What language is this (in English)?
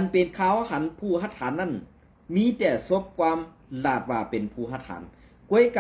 Shan